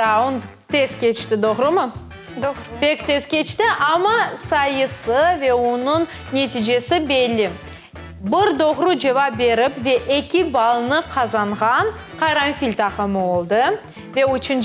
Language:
Crimean Tatar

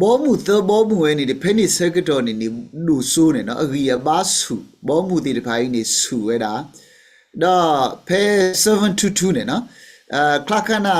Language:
S'gaw Karen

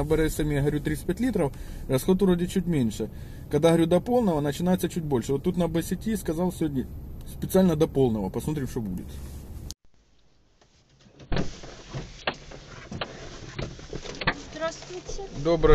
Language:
Russian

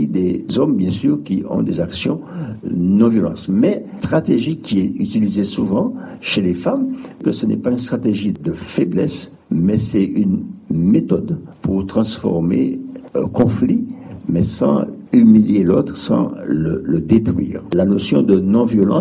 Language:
French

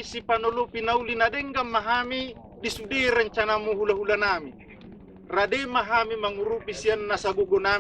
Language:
Batak Toba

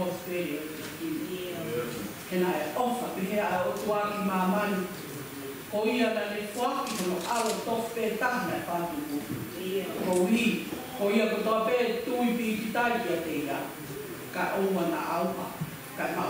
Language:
Tongan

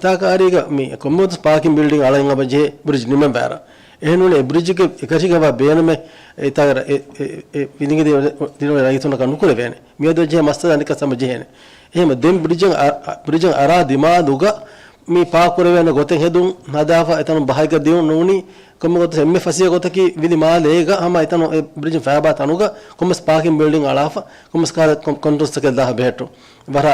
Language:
Divehi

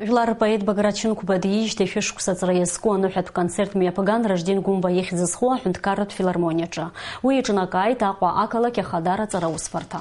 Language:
Abkhazian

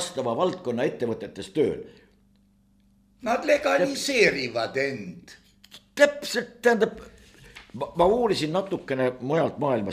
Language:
Estonian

